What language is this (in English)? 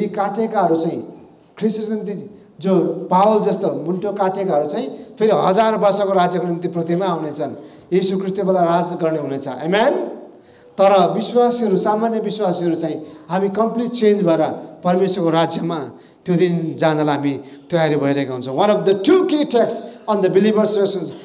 Nepali